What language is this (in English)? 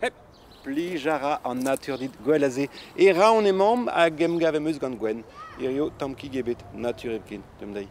Breton